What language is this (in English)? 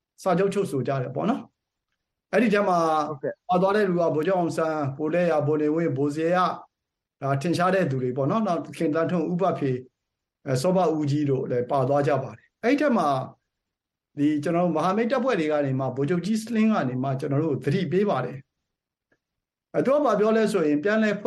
Burmese